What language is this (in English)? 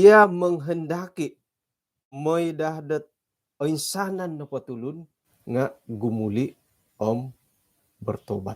Central Dusun